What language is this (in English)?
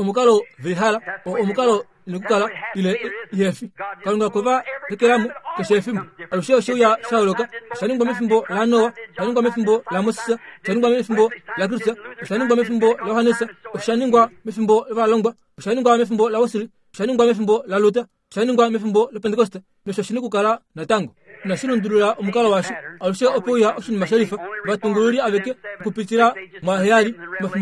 Kuanyama